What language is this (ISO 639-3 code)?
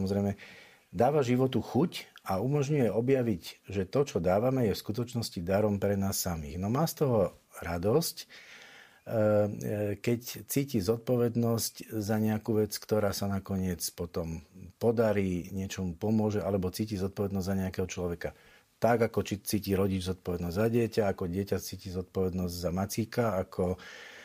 slk